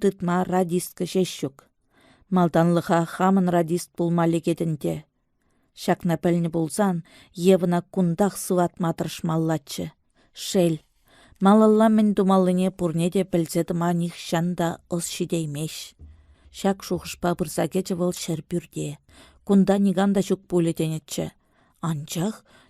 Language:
Chuvash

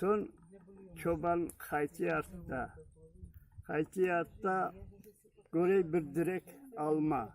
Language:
Crimean Tatar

